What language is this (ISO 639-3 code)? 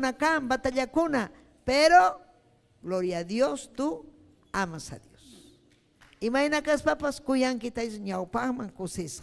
quy